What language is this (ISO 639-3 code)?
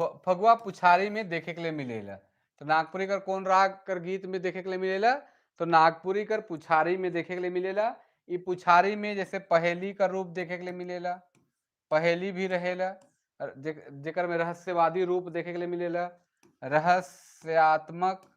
sck